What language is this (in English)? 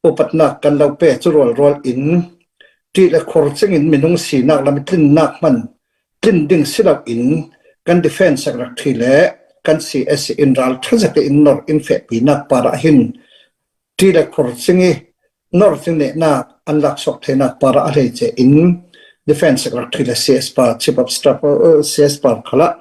Falam Chin